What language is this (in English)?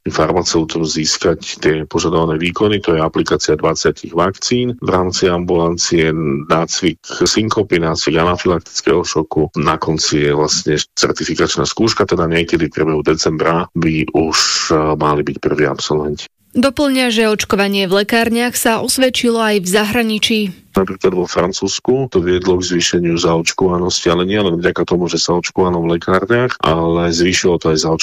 Slovak